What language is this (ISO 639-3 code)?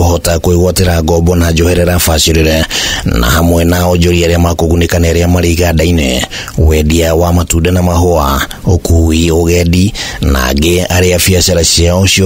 kik